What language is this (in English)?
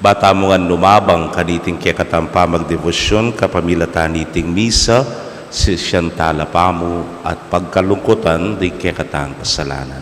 Pampanga